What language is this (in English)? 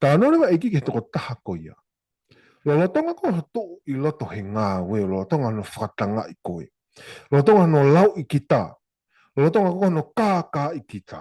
Tongan